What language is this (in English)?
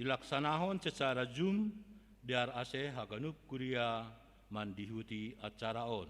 Batak Simalungun